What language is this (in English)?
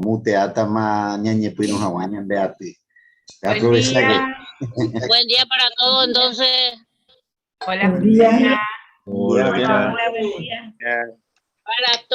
Guarani